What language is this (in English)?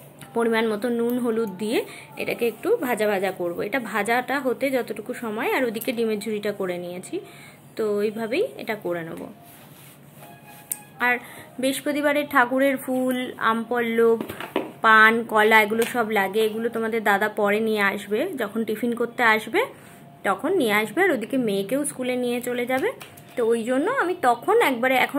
Bangla